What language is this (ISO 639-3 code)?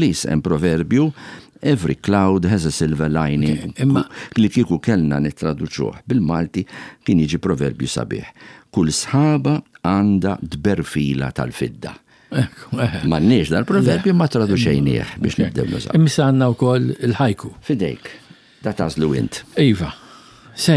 mlt